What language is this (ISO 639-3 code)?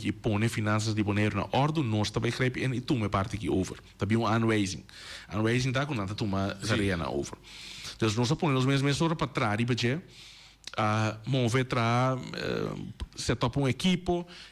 pap